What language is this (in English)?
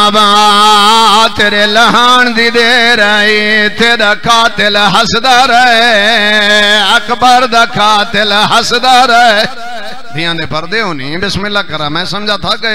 Saraiki